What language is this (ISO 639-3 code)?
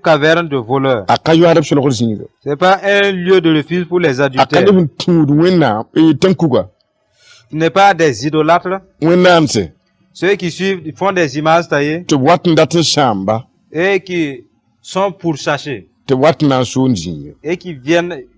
mos